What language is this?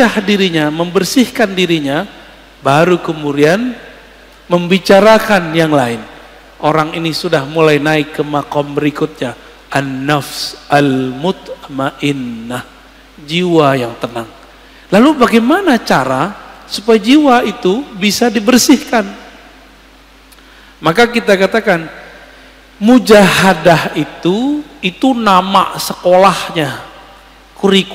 Indonesian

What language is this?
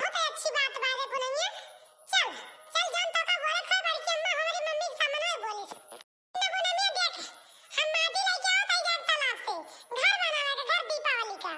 Awadhi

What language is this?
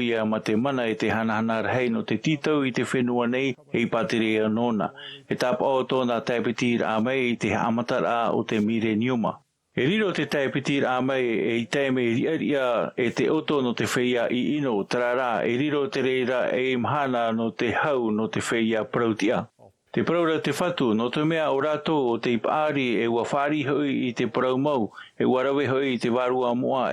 Tahitian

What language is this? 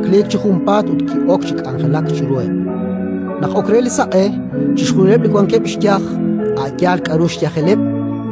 Kekchí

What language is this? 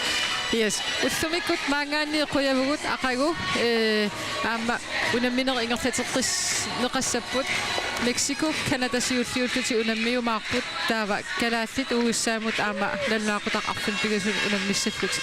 Kalaallisut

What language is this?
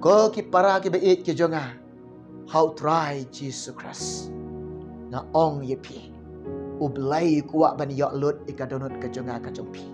Khasi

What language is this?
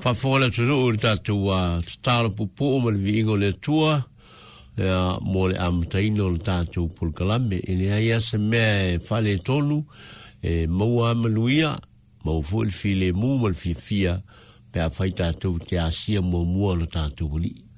Samoan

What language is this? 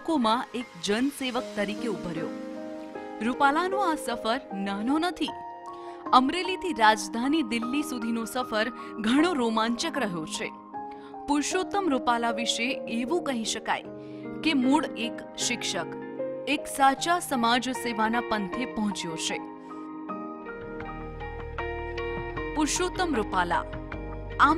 Gujarati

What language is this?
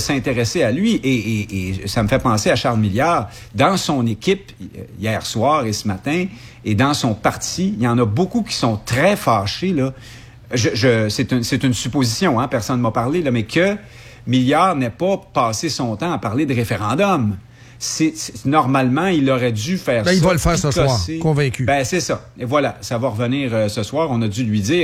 French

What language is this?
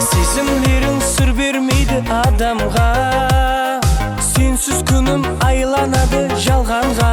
Kara-Kalpak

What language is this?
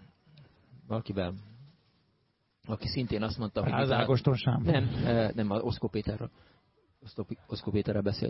Hungarian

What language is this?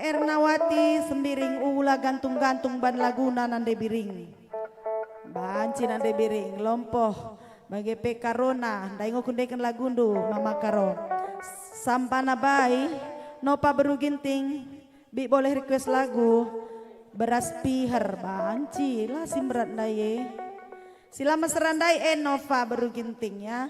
Batak Karo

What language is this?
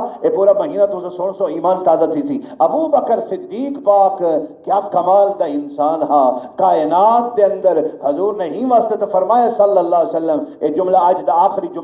Saraiki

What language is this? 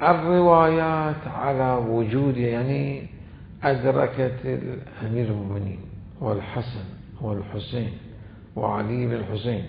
Mesopotamian Arabic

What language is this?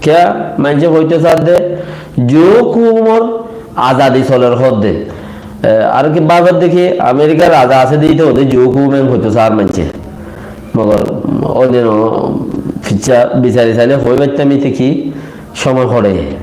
Rohingya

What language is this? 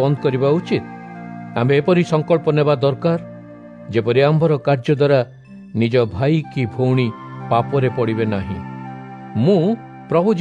Odia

